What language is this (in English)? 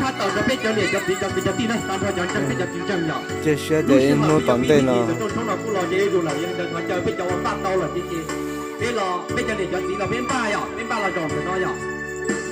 Hmong